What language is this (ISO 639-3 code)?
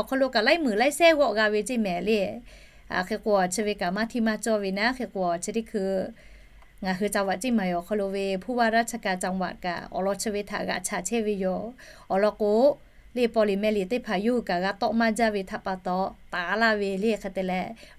lhu